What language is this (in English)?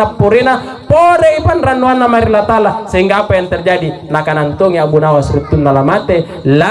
Makasar